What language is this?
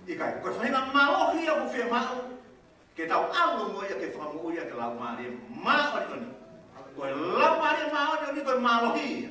Tongan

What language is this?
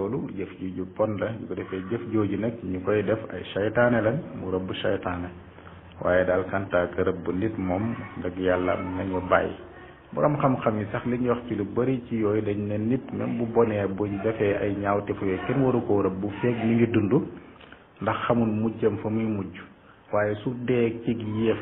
Wolof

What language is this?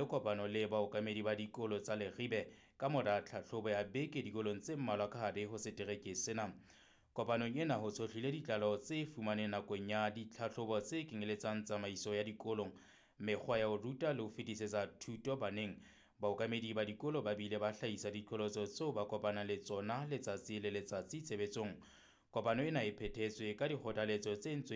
Southern Sotho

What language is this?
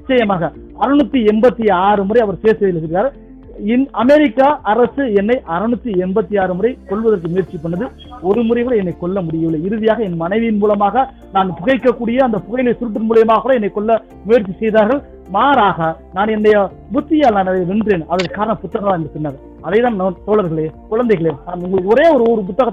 Tamil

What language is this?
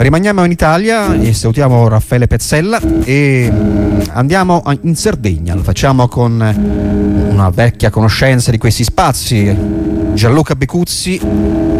Italian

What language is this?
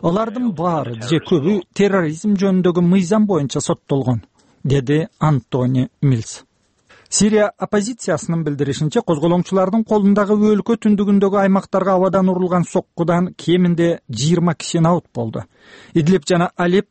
Kyrgyz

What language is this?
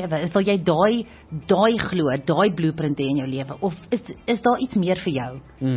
Afrikaans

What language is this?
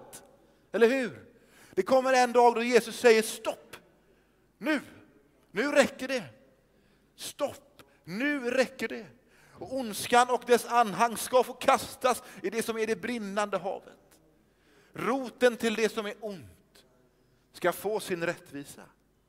Swedish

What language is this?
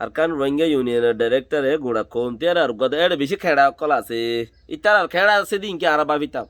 Rohingya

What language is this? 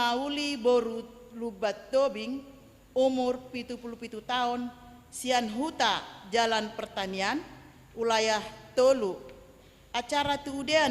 Batak Toba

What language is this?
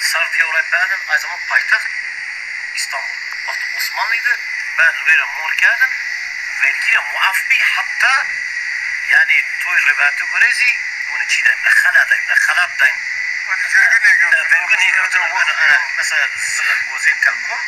Zaza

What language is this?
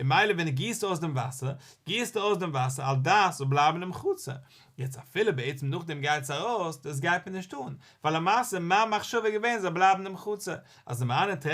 Yiddish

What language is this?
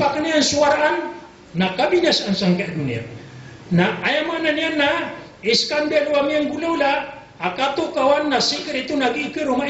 Maranao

